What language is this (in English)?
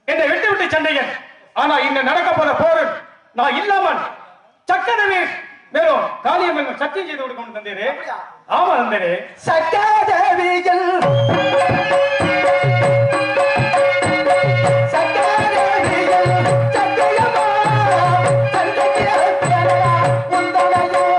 Tamil